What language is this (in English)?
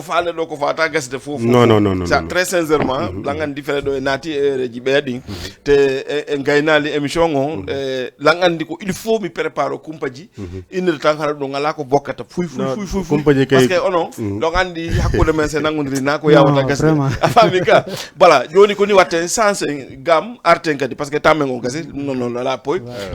Fula